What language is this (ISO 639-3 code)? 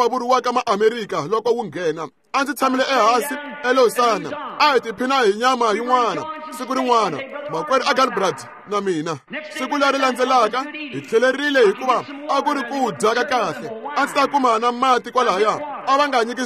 tso